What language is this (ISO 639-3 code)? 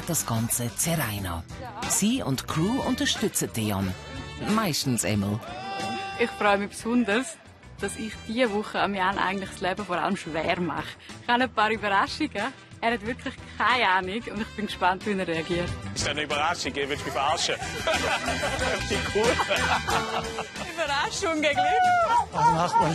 gsw